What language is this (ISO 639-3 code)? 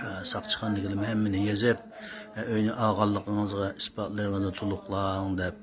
uig